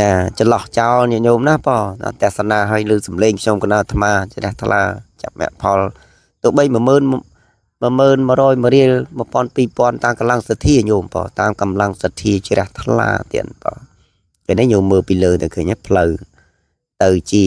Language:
Khmer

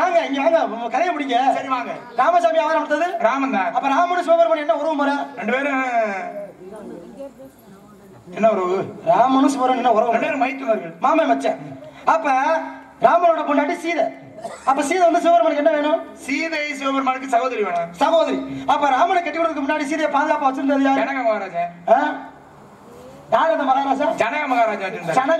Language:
Tamil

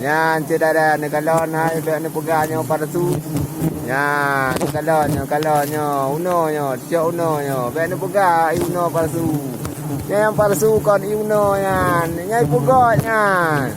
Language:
Achinese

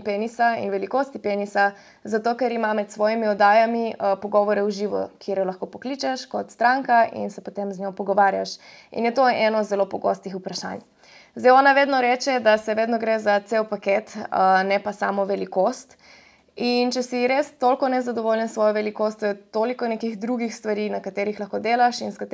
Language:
Slovenian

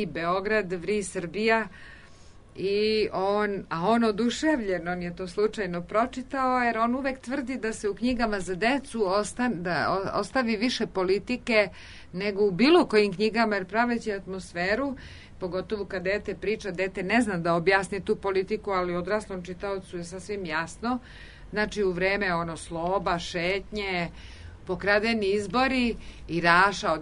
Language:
Serbian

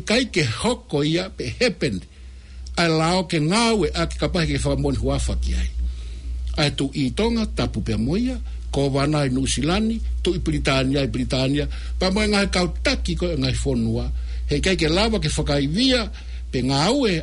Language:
Tongan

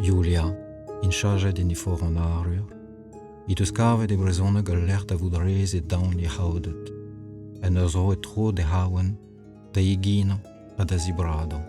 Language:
Breton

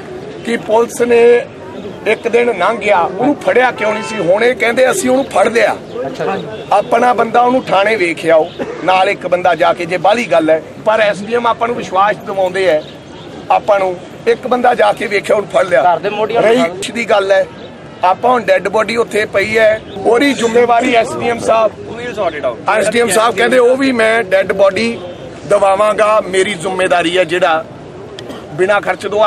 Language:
Punjabi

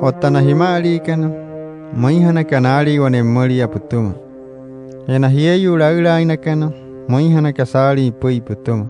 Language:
Wayuu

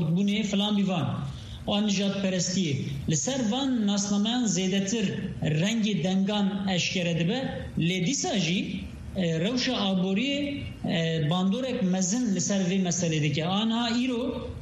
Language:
Kurdish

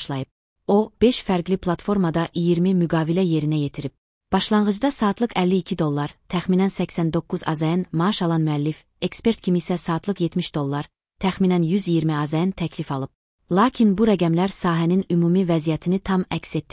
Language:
Azerbaijani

